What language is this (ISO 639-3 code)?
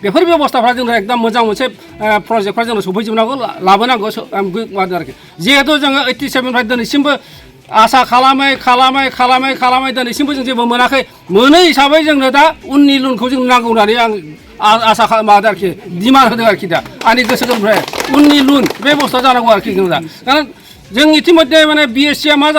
brx